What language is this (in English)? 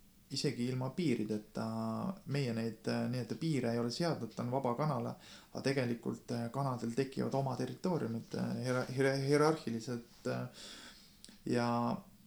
Estonian